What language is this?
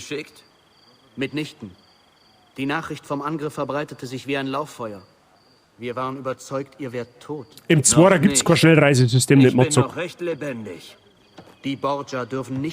Bavarian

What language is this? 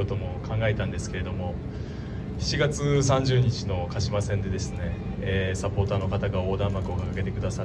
Japanese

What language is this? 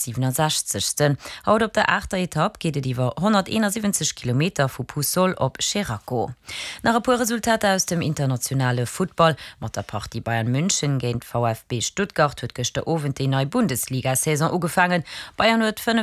Luxembourgish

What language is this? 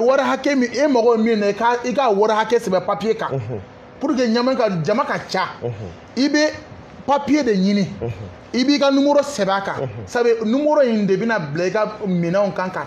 Bambara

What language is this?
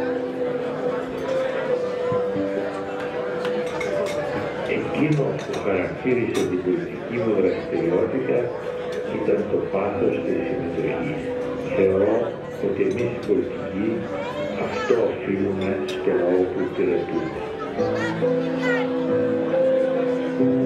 Greek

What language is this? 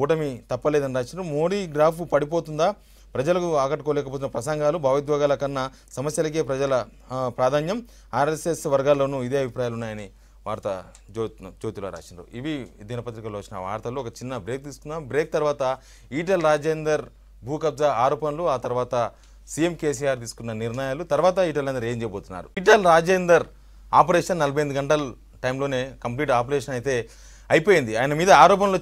Telugu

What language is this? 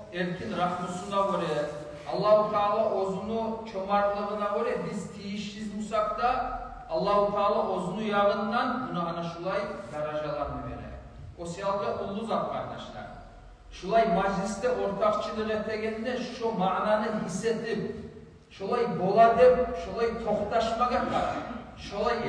Kumyk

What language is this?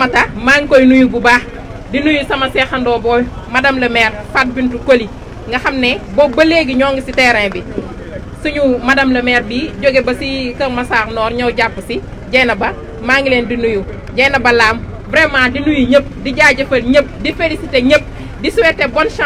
Wolof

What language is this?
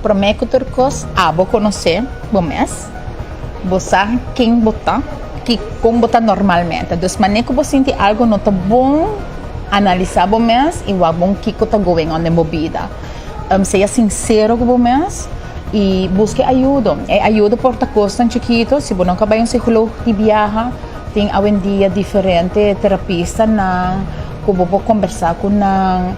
Papiamento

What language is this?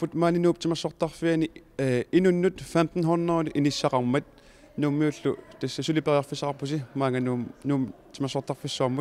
Kalaallisut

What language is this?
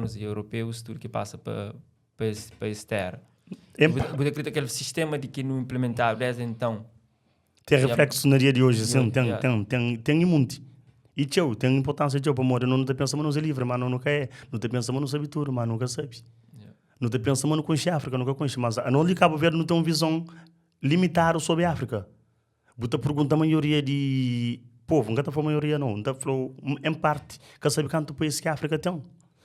Kabuverdianu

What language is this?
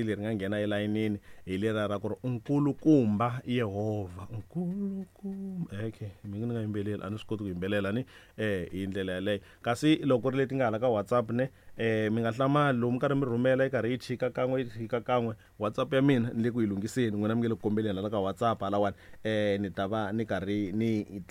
Tsonga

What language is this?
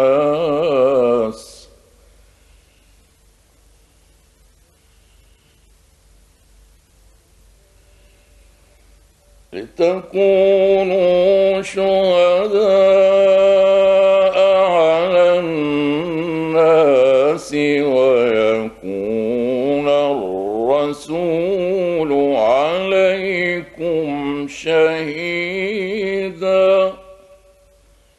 Arabic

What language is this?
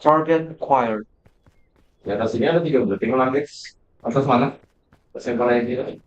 Banjar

